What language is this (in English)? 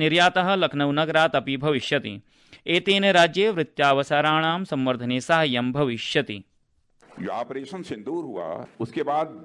Sanskrit